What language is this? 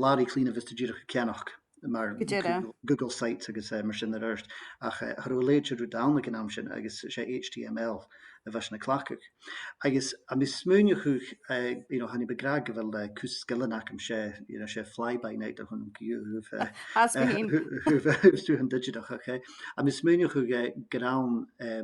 Scottish Gaelic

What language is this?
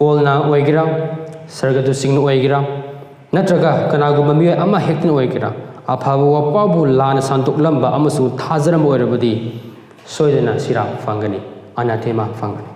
Manipuri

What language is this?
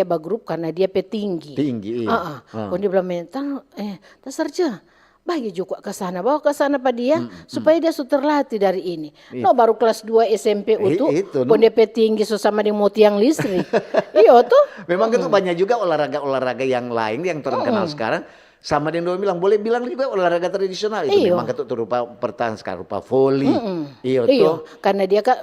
Manado Malay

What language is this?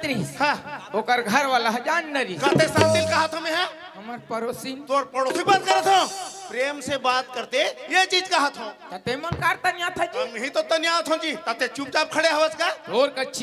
Chhattisgarhi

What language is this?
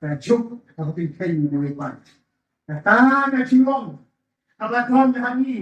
Khasi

